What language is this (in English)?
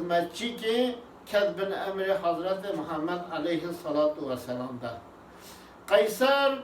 Kurdish